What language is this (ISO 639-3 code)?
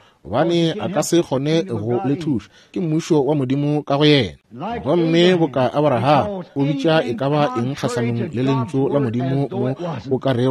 nso